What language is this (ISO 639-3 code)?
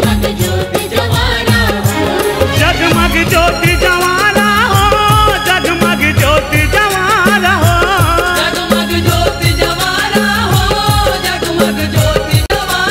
hne